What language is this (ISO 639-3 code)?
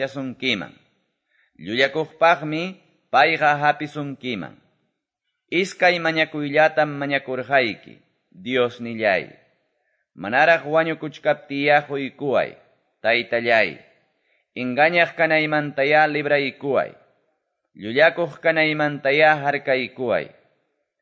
que